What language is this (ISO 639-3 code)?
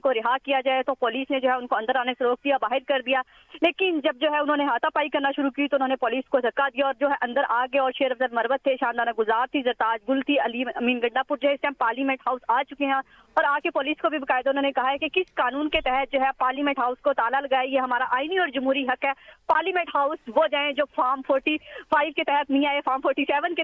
urd